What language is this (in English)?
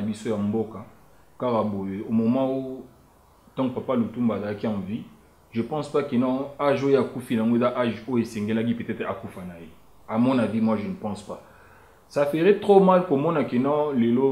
Lingala